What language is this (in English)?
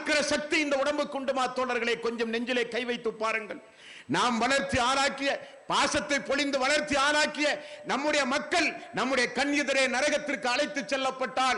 Tamil